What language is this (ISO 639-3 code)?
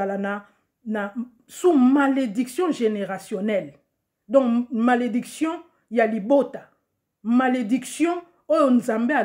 lin